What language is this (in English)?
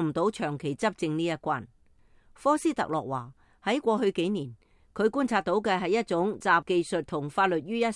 Cantonese